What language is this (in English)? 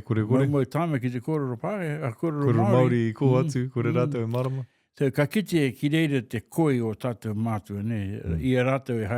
Māori